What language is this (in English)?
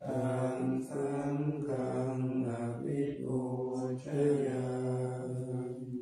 Pali